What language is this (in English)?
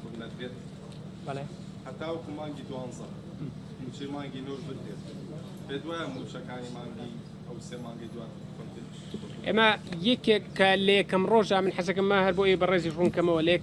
Central Kurdish